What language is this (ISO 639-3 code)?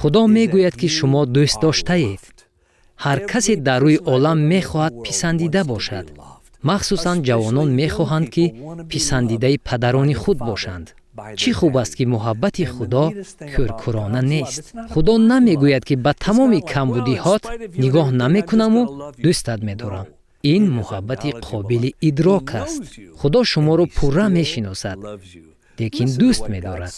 tgk